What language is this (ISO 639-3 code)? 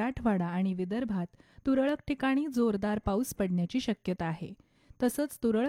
mar